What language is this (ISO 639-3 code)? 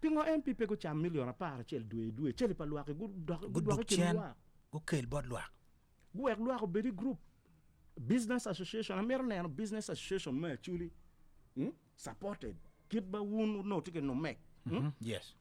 ach